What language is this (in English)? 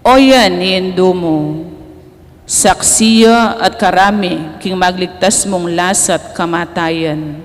Pampanga